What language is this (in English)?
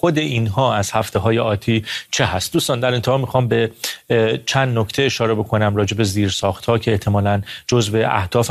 Persian